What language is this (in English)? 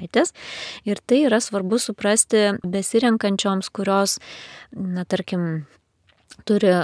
Lithuanian